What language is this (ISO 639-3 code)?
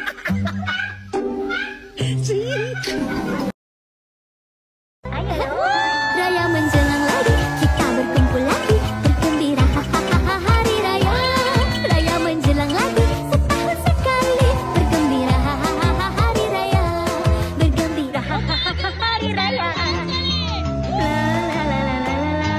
msa